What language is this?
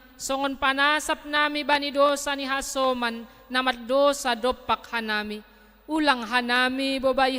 Batak Simalungun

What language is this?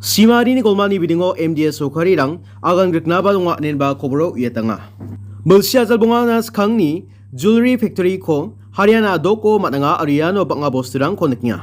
Garo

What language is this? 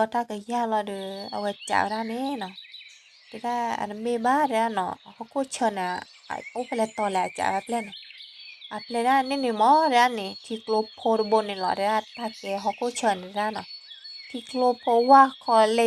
S'gaw Karen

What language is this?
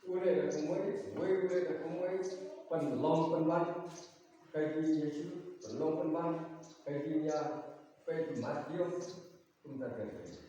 Khasi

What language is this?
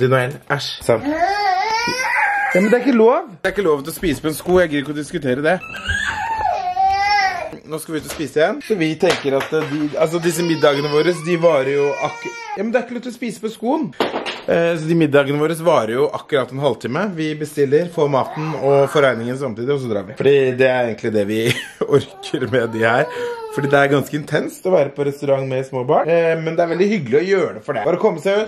Norwegian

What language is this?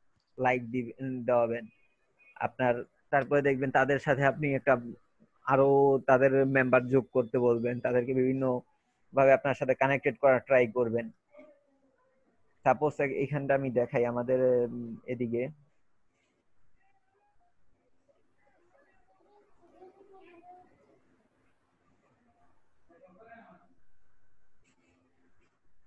Bangla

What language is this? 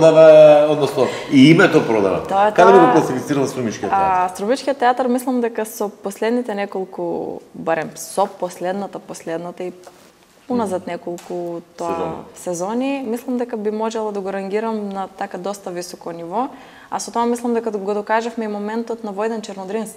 Macedonian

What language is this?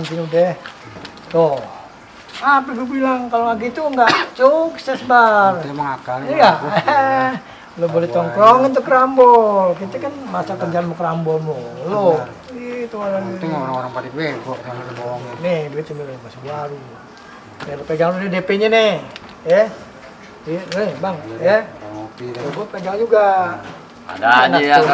Betawi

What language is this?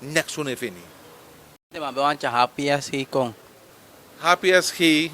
Sranan Tongo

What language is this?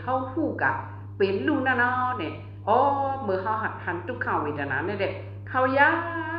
Shan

